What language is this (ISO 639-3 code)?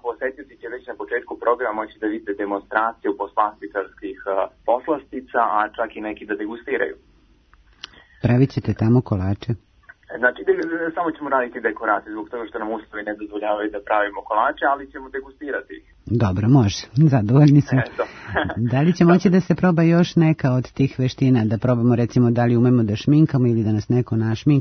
srp